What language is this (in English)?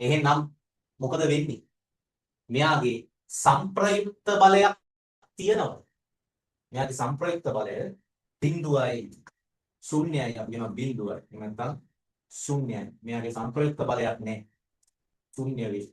Sinhala